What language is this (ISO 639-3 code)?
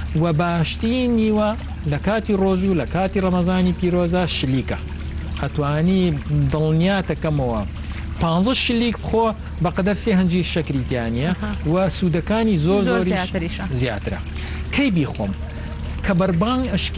ckb